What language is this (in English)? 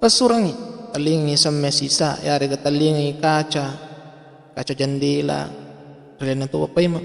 Buginese